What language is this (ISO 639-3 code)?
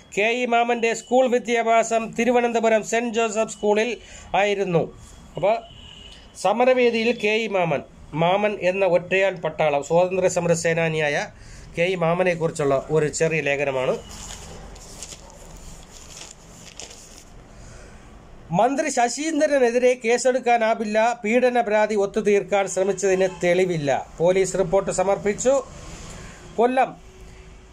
mal